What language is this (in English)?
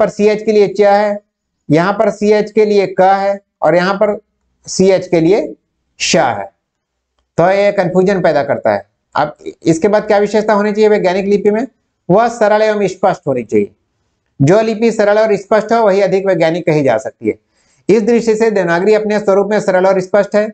Hindi